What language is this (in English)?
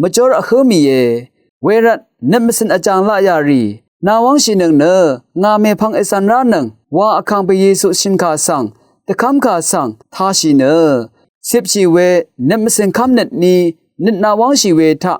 Rawang